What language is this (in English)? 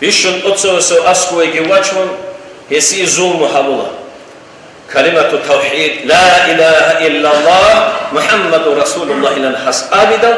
Avaric